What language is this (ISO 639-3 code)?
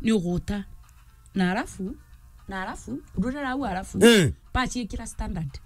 mer